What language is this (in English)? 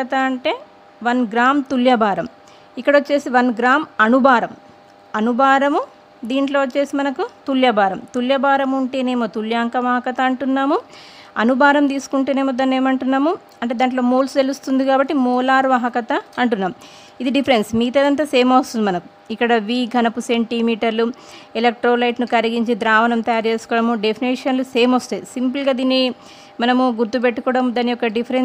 Telugu